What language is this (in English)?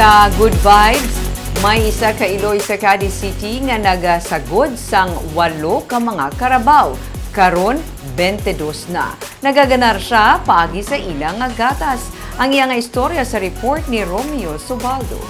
Hiligaynon